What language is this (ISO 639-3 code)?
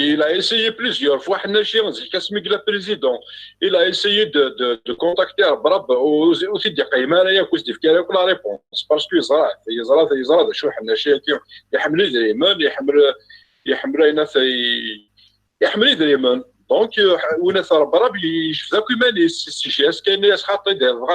kab